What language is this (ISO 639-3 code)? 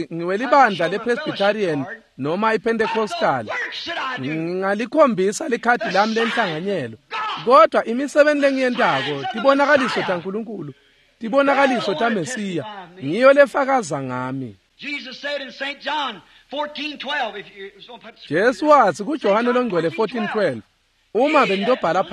ssw